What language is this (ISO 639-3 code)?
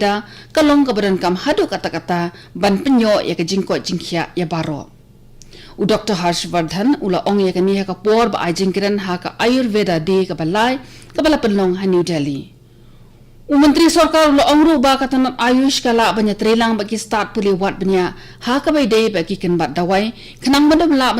kha